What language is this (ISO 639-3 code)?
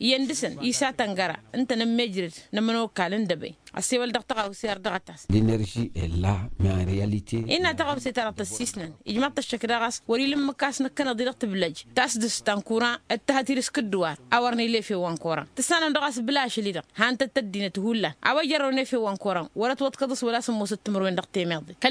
taq